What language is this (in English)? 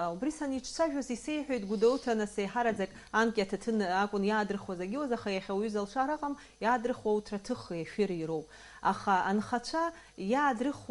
Abkhazian